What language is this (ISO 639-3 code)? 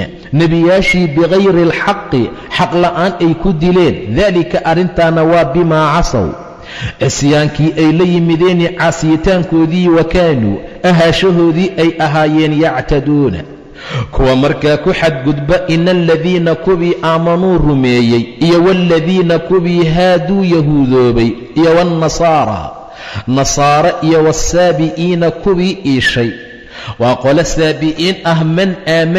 som